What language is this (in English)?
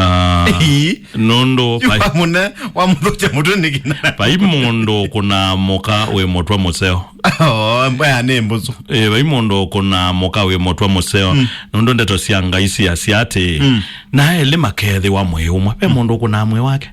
Kamba